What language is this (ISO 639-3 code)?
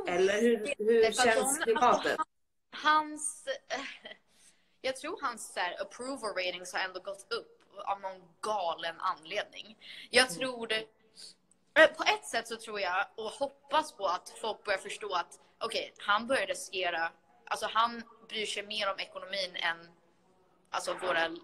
swe